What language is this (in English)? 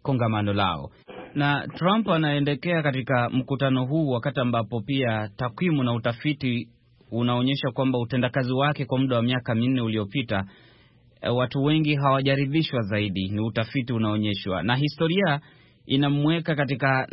Swahili